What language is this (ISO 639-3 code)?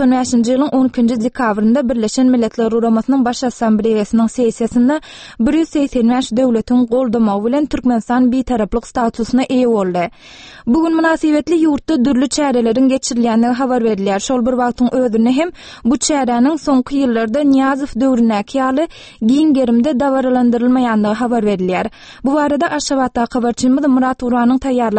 tuk